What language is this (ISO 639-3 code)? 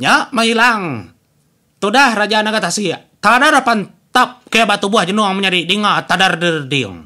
iba